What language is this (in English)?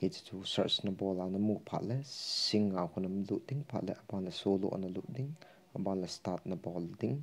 Thado Chin